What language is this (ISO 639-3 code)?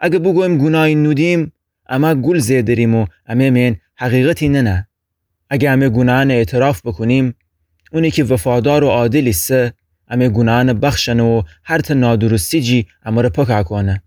glk